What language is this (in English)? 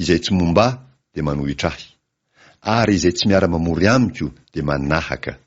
Malagasy